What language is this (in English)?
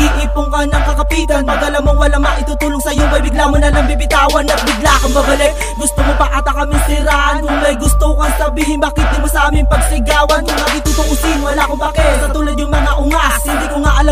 Filipino